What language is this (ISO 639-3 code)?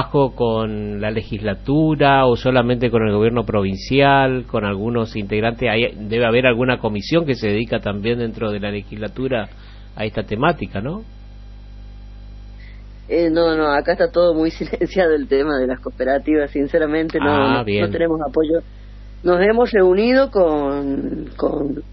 spa